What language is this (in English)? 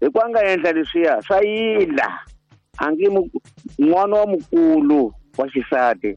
Tsonga